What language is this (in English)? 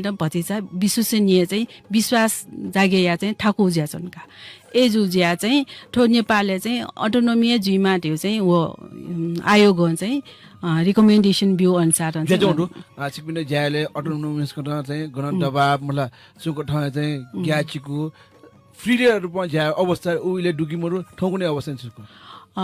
Newari